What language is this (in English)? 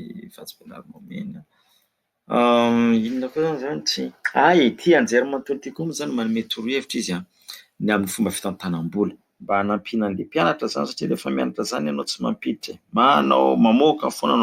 Malagasy